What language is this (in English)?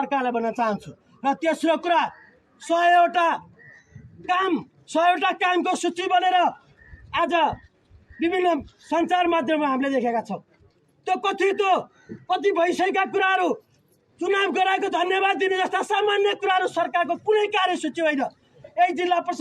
Nepali